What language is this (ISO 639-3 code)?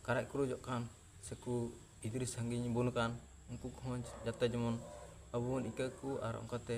sat